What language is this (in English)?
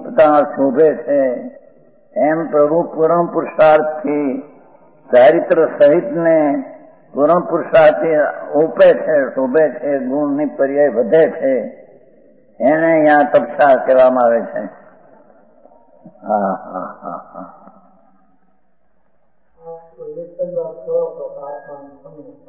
Gujarati